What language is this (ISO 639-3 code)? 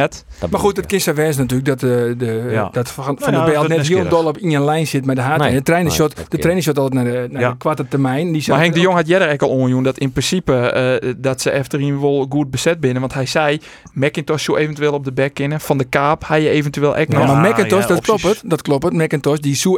fry